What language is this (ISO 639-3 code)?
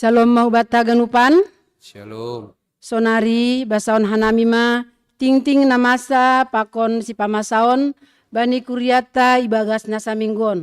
bts